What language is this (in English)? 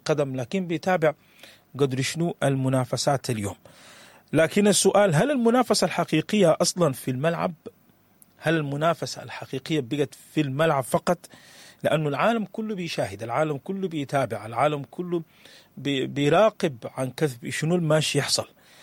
Sudanese Arabic